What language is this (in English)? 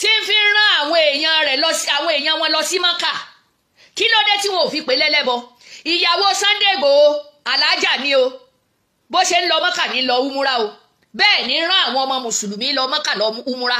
Yoruba